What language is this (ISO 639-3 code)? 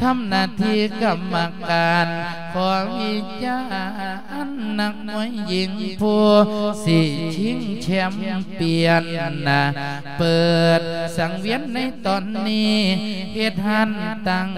lao